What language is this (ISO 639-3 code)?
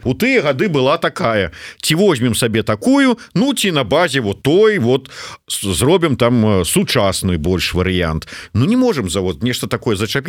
bel